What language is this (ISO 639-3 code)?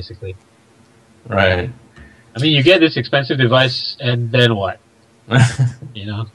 eng